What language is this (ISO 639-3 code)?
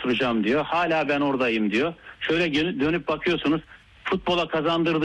tur